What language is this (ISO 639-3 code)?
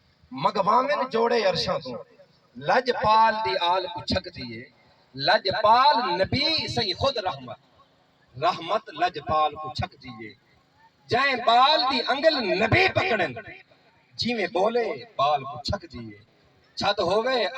skr